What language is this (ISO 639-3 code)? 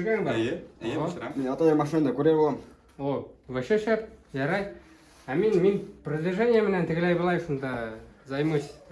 bak